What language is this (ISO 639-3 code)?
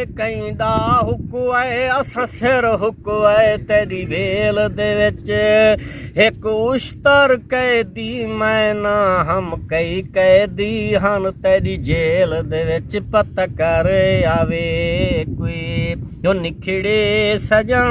skr